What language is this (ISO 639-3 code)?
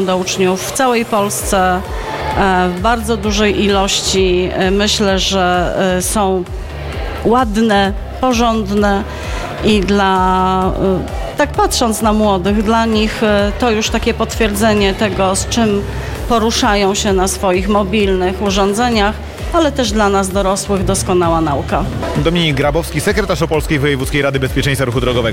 pol